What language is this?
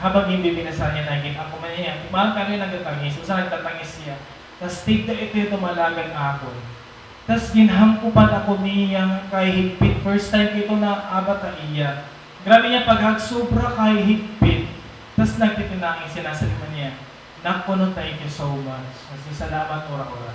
Waray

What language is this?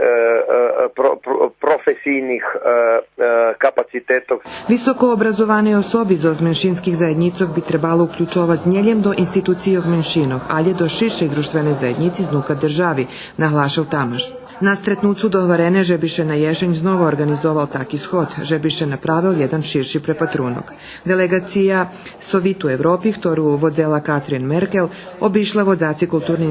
Rusyn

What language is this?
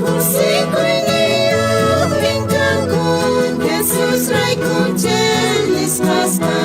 South Bolivian Quechua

